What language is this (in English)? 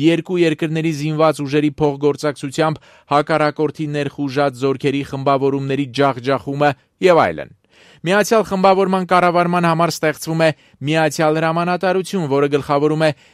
Armenian